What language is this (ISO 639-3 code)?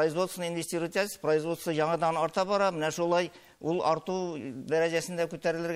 tat